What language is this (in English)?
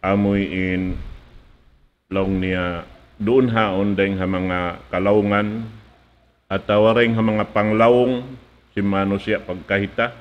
Tausug